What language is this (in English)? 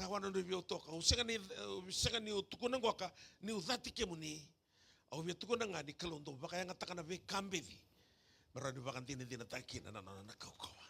Fijian